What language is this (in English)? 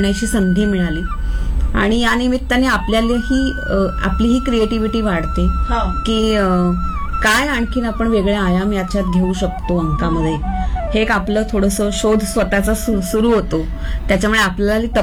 Marathi